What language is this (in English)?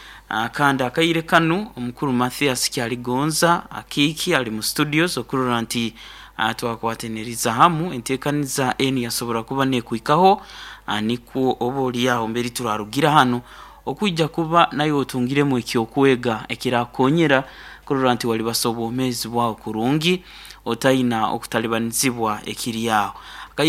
Nyoro